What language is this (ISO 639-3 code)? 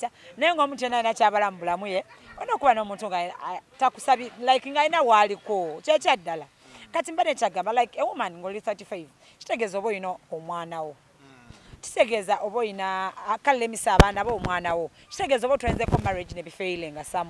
lug